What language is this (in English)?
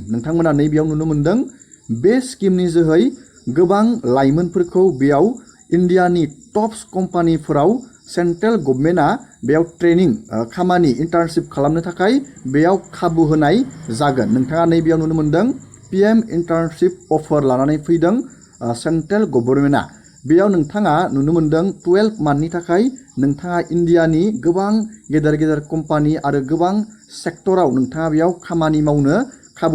Bodo